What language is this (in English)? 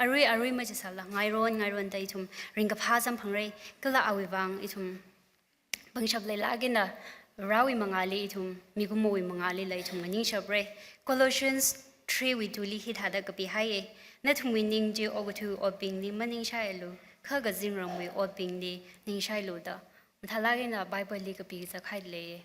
Tangkhul Naga (India)